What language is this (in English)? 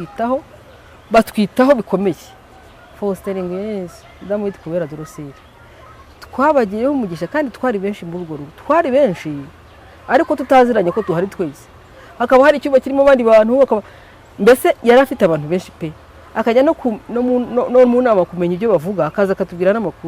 Kinyarwanda